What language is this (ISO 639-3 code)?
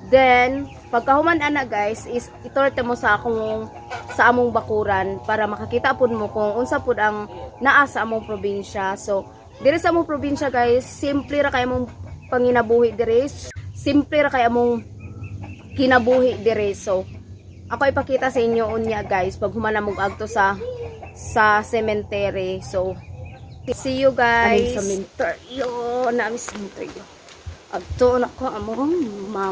ceb